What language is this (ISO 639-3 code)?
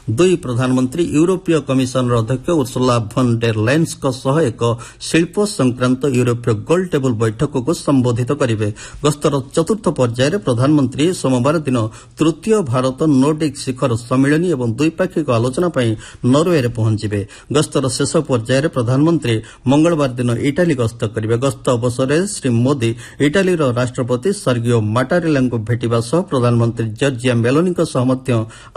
ori